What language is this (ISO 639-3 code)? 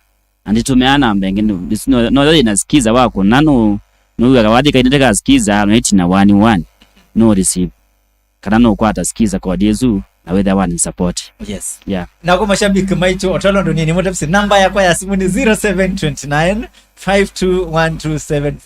kam